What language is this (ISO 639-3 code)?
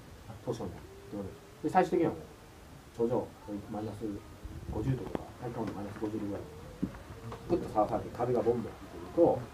jpn